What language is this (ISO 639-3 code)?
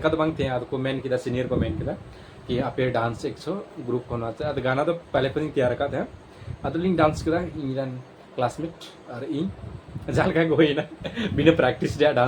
sat